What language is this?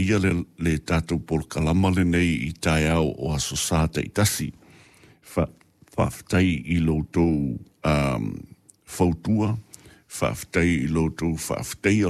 Samoan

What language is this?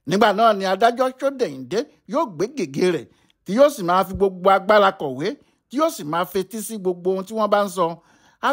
Yoruba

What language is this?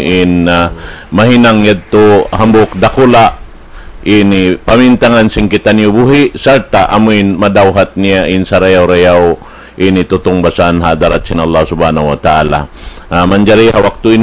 Tausug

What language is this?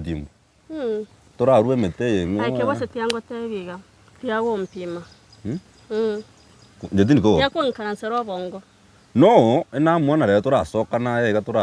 Gusii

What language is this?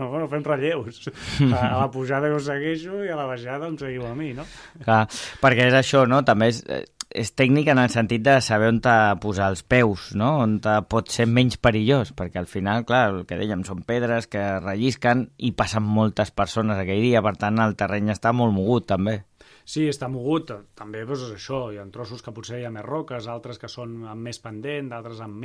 Catalan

